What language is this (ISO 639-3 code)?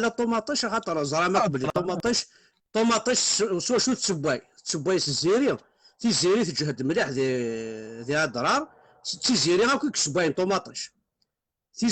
kab